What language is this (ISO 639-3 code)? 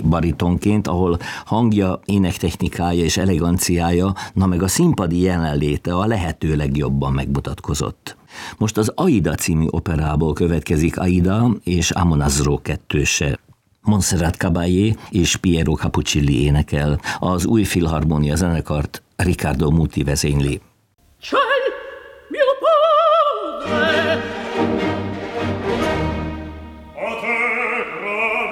hun